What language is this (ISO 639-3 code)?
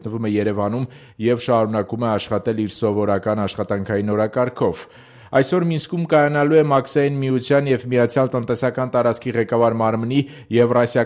hye